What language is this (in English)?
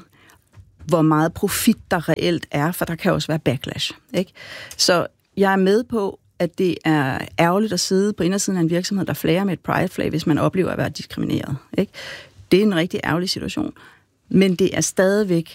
Danish